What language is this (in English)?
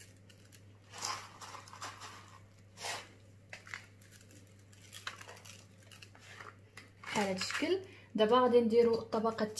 Moroccan Arabic